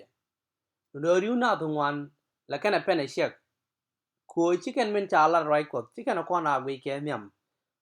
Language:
Nuer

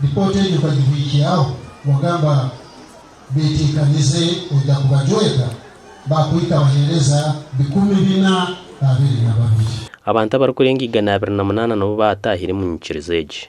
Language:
Nyankole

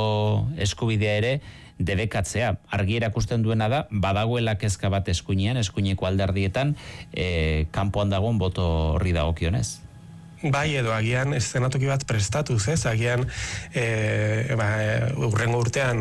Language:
Basque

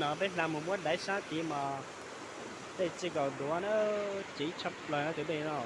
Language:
Hmong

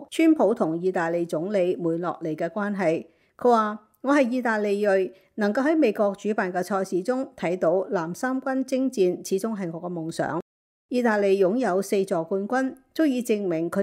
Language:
Cantonese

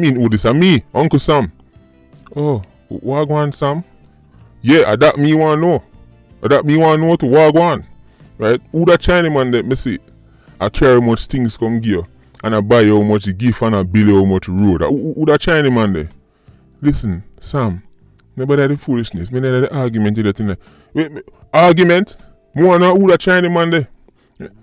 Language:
Jamaican Creole English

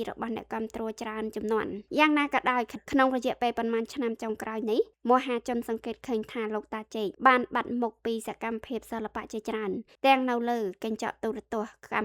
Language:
Khmer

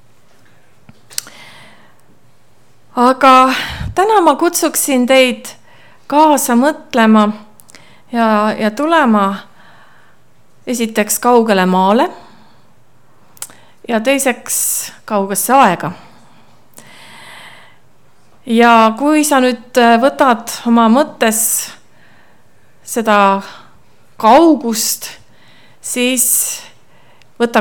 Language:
Estonian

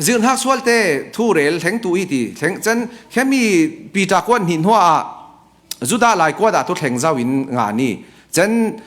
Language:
Falam Chin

